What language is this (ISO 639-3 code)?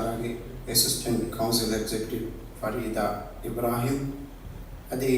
div